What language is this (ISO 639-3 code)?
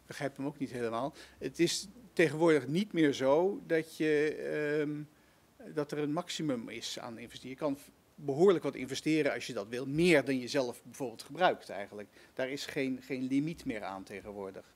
nld